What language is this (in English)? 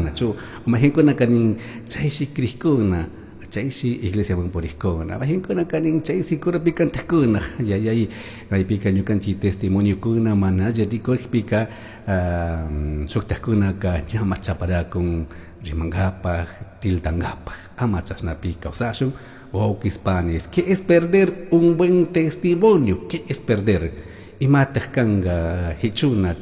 Chimborazo Highland Quichua